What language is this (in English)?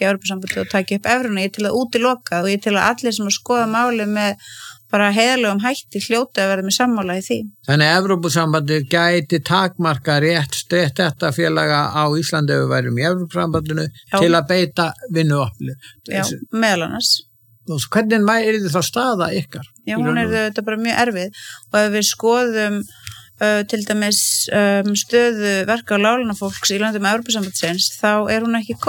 Icelandic